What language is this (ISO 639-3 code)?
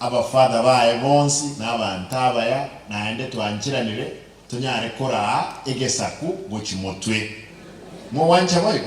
guz